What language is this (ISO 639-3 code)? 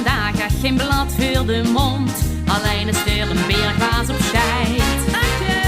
lim